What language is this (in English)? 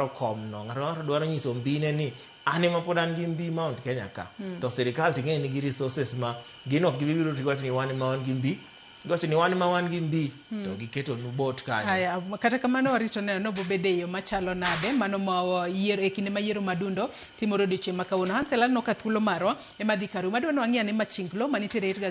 Luo (Kenya and Tanzania)